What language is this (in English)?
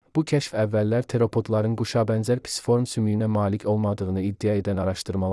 Azerbaijani